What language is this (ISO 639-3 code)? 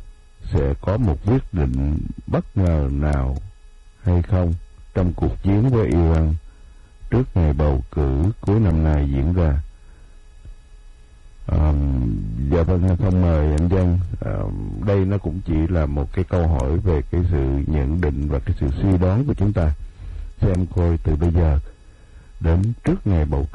vie